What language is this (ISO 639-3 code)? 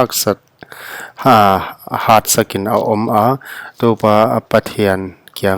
pck